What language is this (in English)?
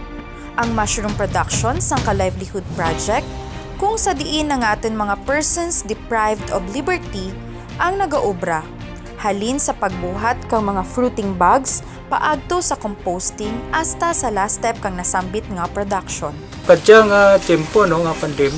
Kinaray-a